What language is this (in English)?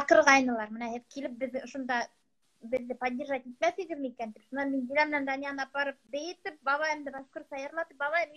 Bashkir